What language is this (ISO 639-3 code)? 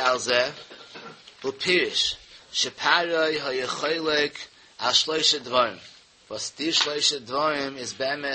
yid